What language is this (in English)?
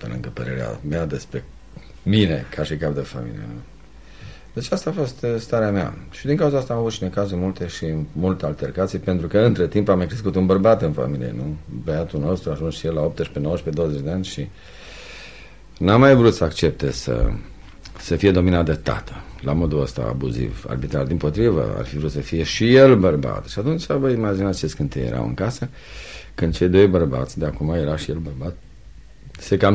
Romanian